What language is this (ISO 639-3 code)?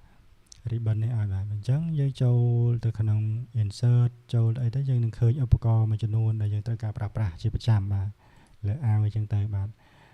khm